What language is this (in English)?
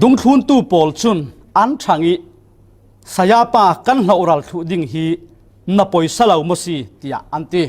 Falam Chin